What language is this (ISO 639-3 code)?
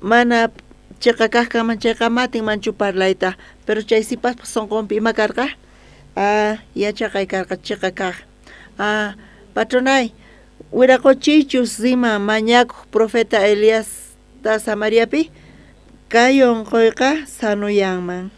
quh